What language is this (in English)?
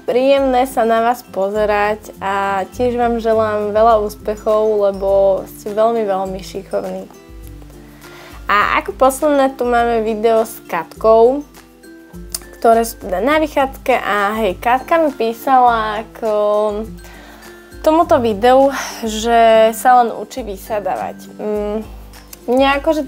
Slovak